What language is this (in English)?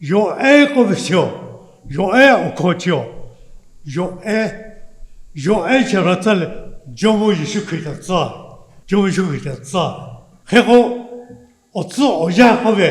Lahu